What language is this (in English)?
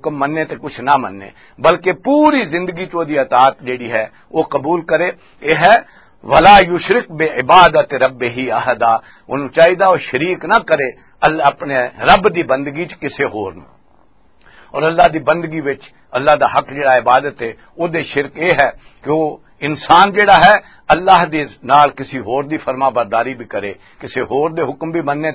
Western Panjabi